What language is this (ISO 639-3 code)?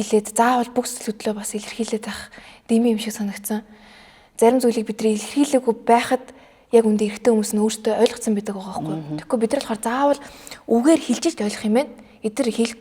mon